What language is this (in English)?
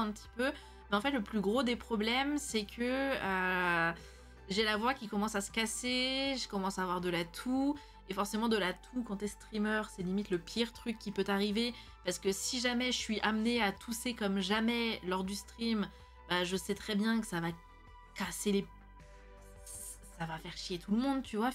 French